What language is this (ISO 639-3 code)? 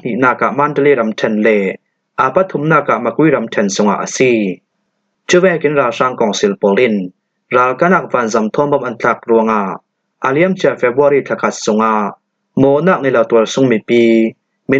cfm